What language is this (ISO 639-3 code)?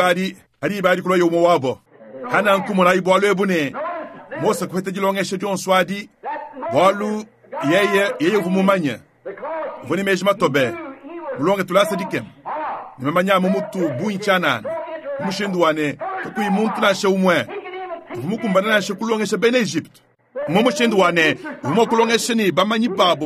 lua